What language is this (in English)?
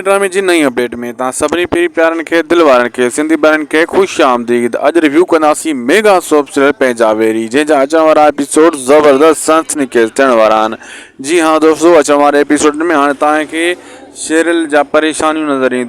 Sindhi